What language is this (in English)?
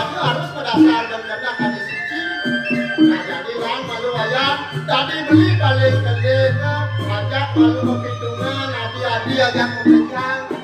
Balinese